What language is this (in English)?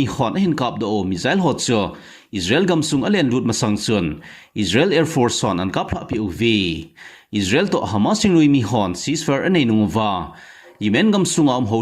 Thado Chin